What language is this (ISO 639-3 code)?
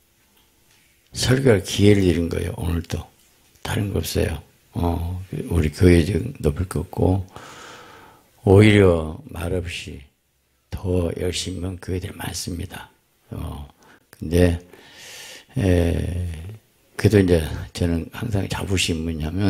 kor